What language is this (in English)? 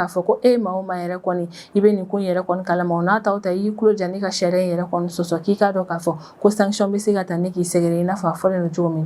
Bambara